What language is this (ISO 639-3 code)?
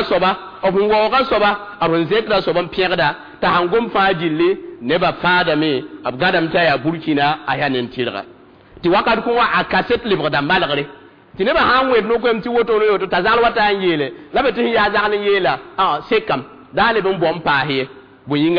mos